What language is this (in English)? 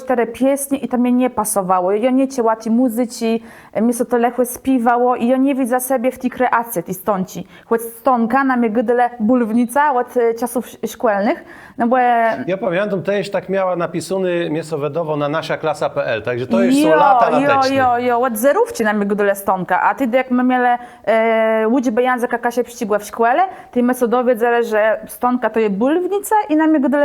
Kashubian